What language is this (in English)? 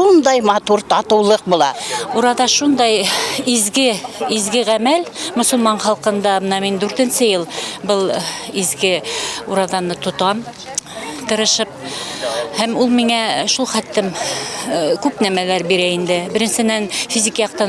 Bashkir